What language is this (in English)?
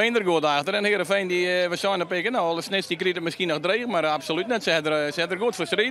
Western Frisian